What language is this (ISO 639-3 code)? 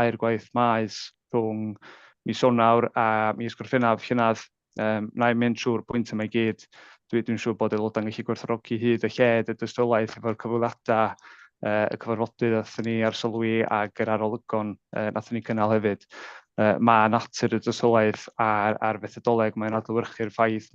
cym